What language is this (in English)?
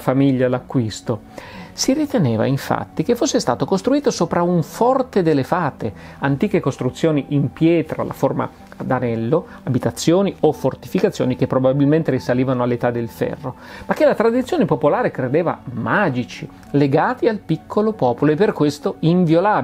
Italian